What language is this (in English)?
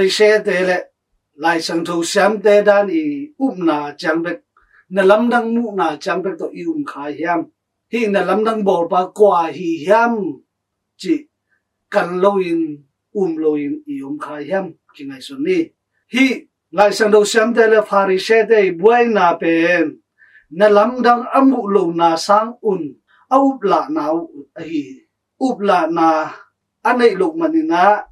Tedim Chin